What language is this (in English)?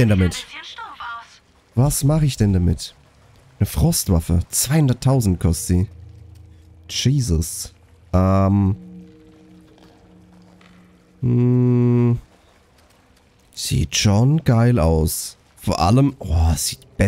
German